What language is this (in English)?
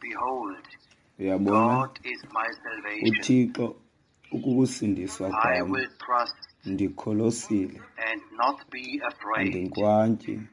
Xhosa